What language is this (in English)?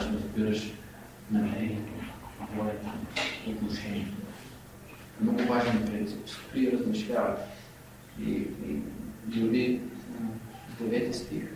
Bulgarian